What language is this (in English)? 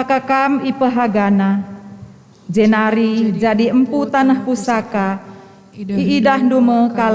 Batak Karo